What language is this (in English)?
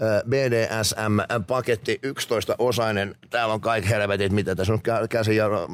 Finnish